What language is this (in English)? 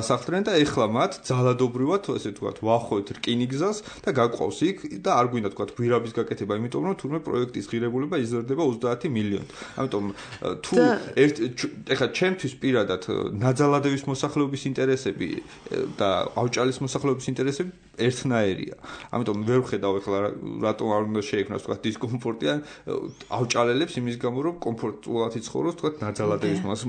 Georgian